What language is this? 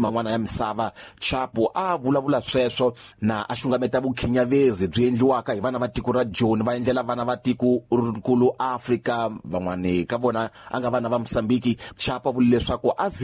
Tsonga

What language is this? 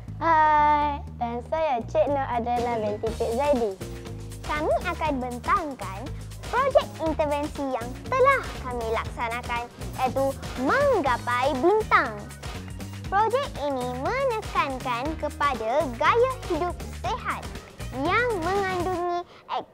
Malay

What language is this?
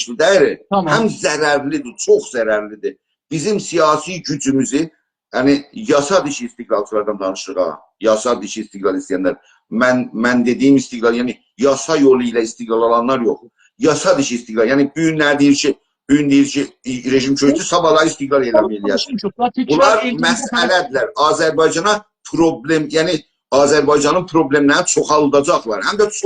South Azerbaijani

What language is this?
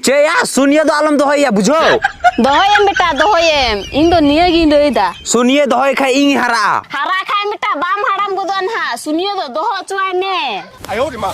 Santali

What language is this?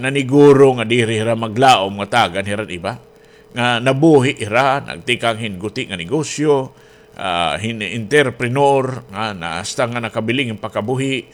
Waray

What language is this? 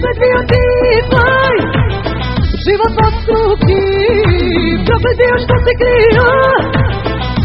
Croatian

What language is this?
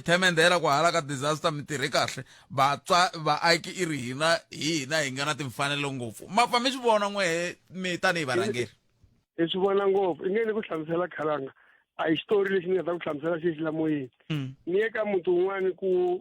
Tsonga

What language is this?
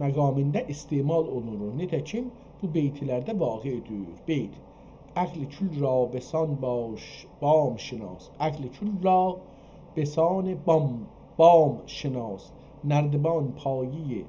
South Azerbaijani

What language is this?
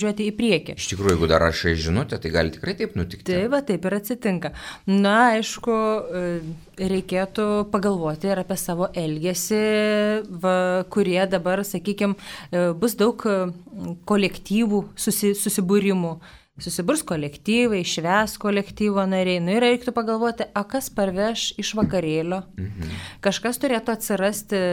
Lithuanian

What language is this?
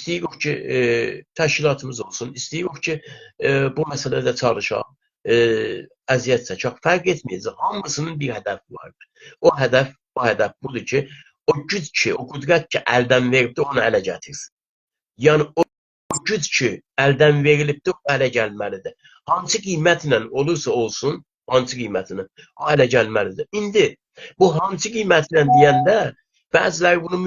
South Azerbaijani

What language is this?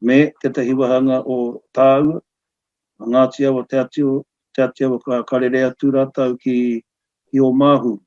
Māori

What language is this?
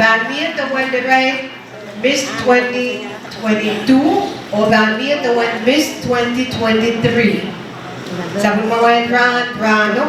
Pohnpeian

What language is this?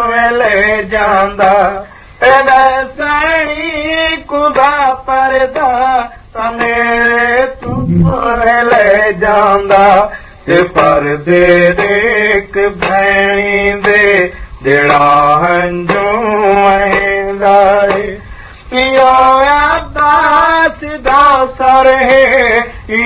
Saraiki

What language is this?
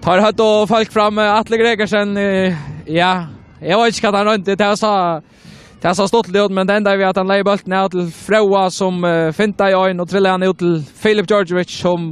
Faroese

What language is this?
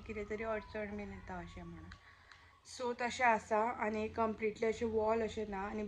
Konkani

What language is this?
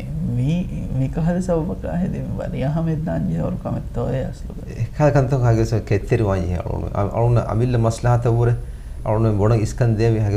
Divehi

